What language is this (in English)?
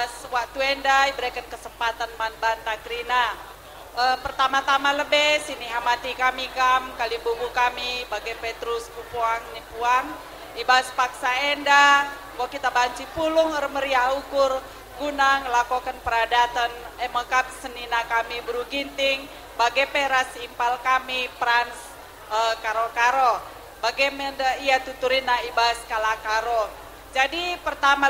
Batak Karo